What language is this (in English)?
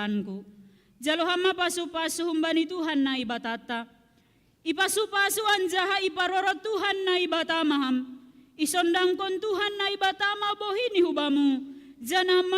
Batak Simalungun